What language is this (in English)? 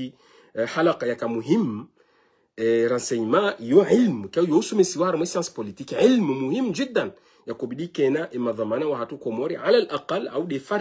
Ngazidja Comorian